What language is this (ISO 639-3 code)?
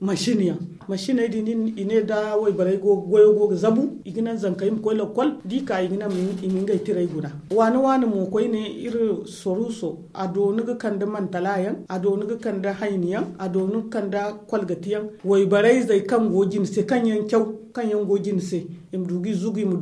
dje